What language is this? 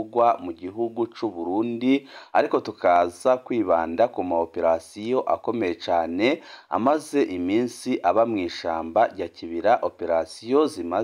Rundi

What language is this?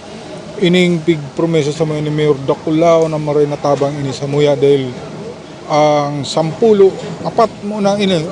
Bikol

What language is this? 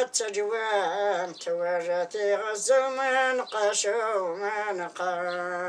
Kabyle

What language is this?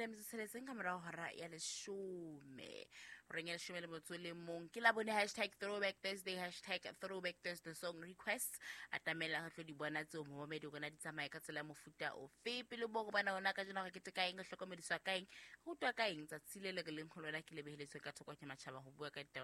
Southern Sotho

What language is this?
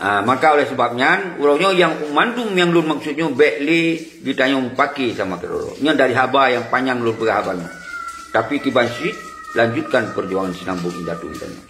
Achinese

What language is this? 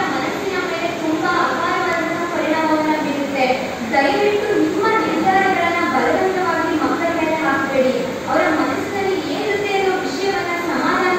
Kannada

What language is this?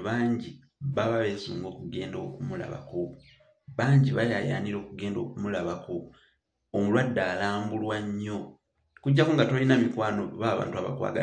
Ganda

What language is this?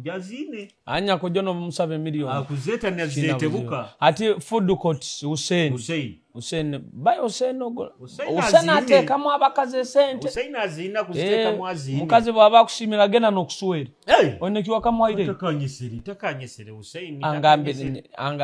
Nyoro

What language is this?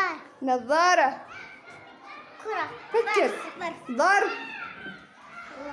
Arabic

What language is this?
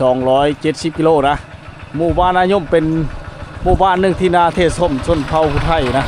Lao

